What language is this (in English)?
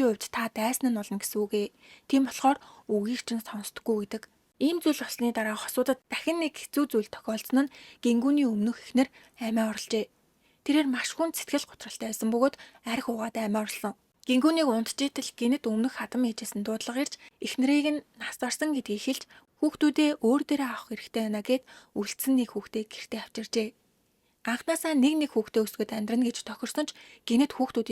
Mongolian